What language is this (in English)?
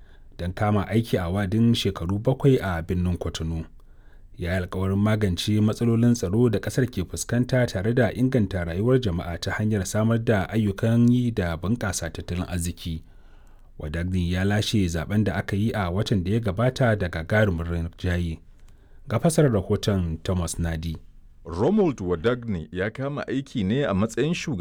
Hausa